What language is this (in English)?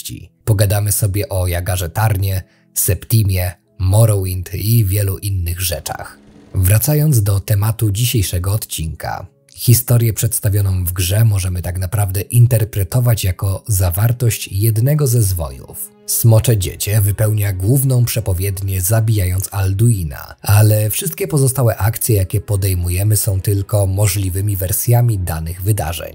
Polish